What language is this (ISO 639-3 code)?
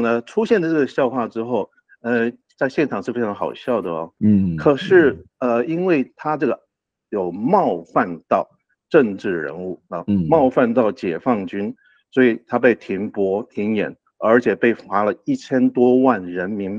zho